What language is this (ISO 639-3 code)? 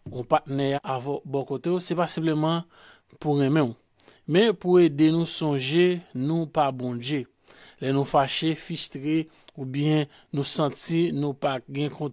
hat